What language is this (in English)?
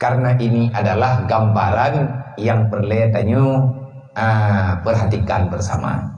Achinese